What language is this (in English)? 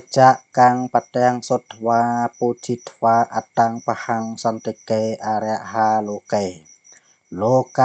Khmer